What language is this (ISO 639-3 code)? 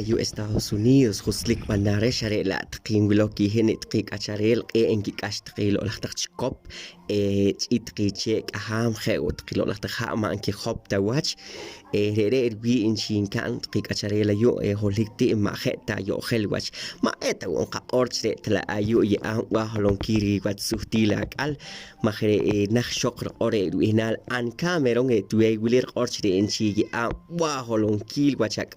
poh